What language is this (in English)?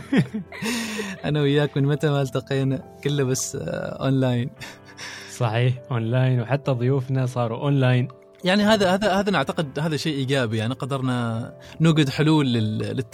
Gulf Arabic